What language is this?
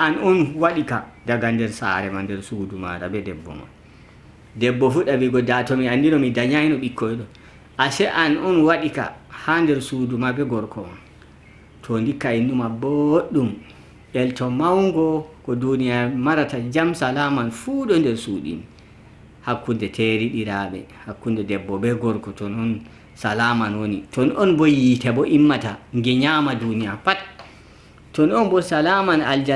Nigerian Fulfulde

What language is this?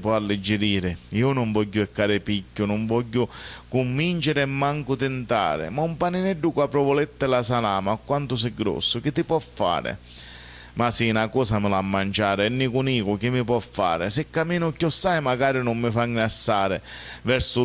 Sicilian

